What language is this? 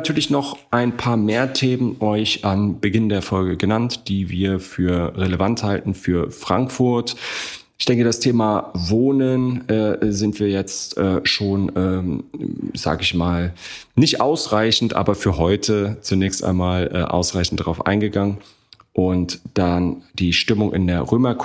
German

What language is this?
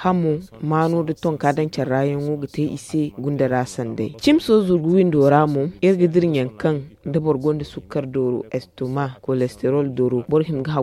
Zarma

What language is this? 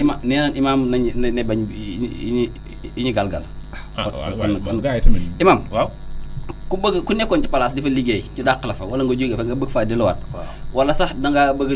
Wolof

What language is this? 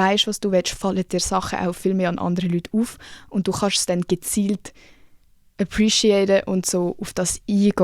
Swiss German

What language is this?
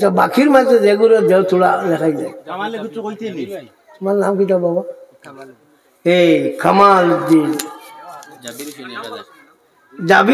Sylheti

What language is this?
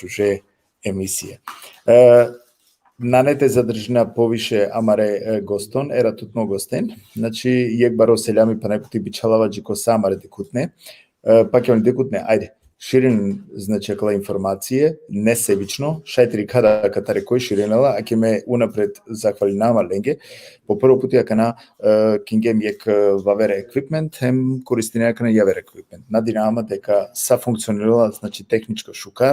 Balkan Romani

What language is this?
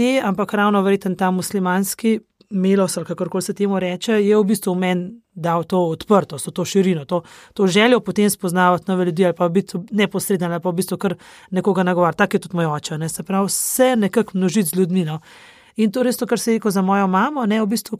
Slovenian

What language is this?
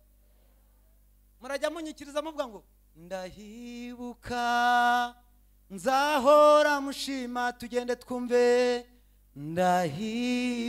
Kinyarwanda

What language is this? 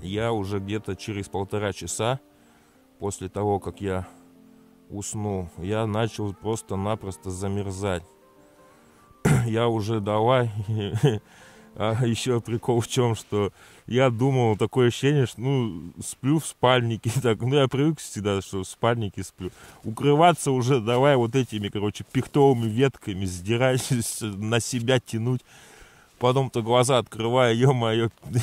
Russian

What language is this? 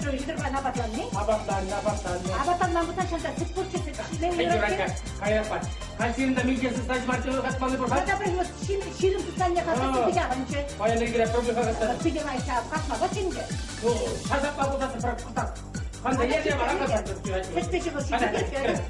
Chuvash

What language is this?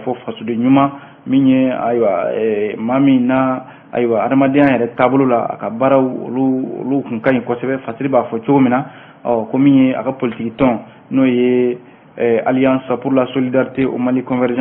Bambara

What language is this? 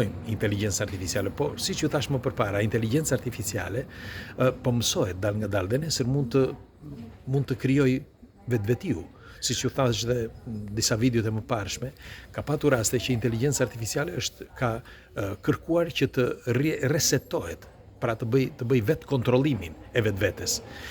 Albanian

